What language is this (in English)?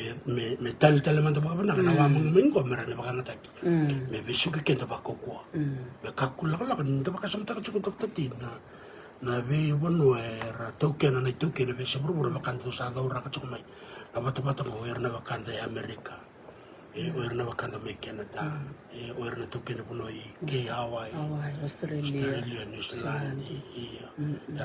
Fijian